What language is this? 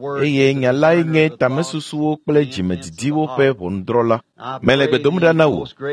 Ewe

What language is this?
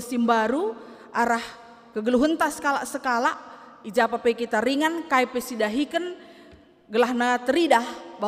Batak Karo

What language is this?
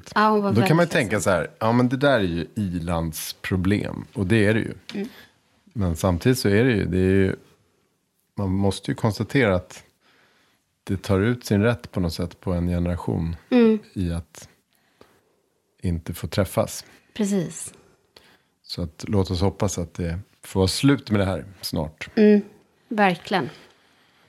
Swedish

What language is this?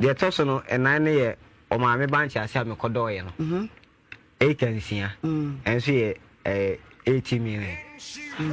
Akan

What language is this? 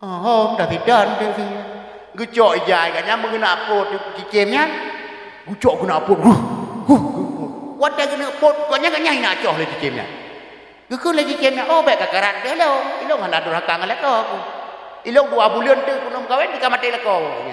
Achinese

